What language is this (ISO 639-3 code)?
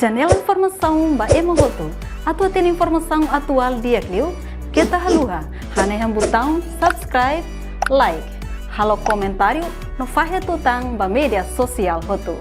tet